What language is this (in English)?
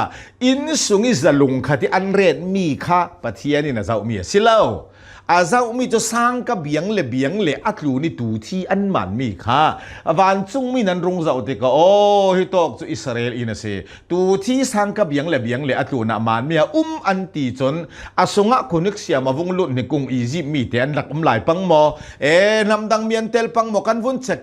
Hakha Chin